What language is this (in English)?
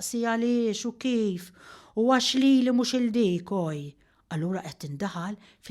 Maltese